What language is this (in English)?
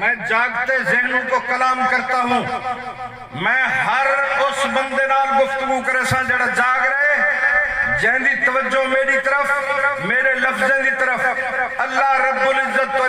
Saraiki